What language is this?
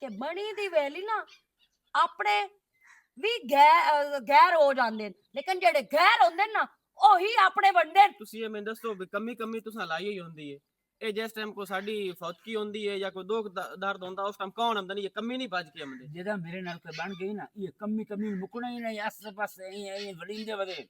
Western Panjabi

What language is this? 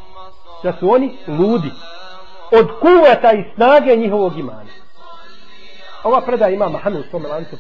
Bosnian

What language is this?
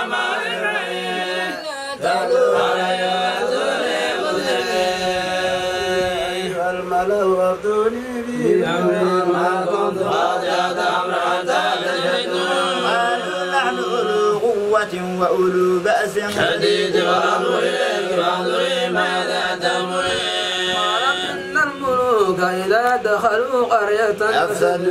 Arabic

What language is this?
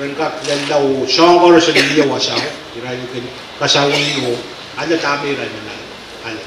Pohnpeian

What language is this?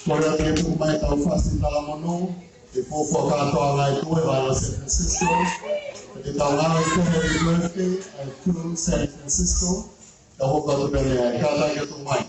Tongan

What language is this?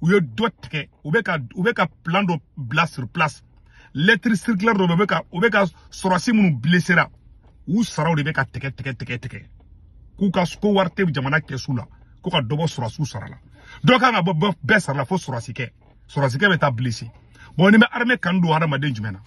Bambara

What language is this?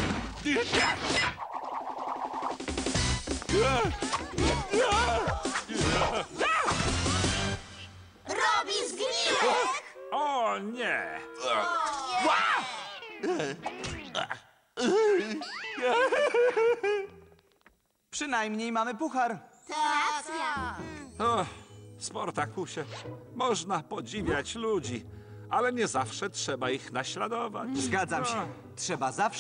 Polish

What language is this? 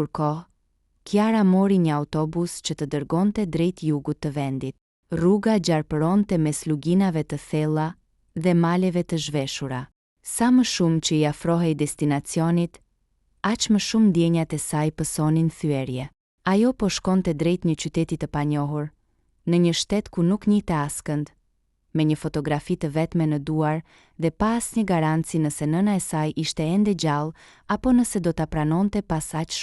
Albanian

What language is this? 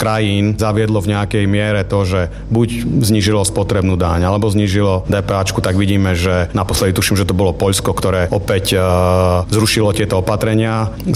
Slovak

